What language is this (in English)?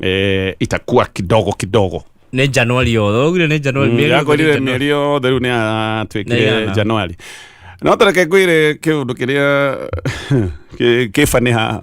Kikuyu